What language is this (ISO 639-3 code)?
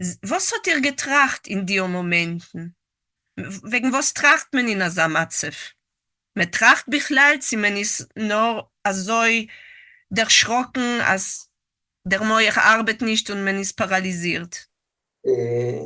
yid